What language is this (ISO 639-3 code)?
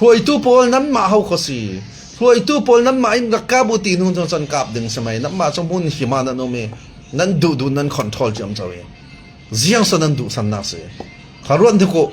cfm